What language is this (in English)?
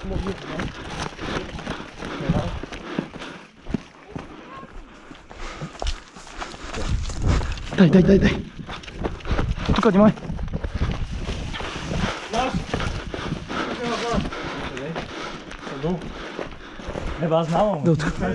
Bulgarian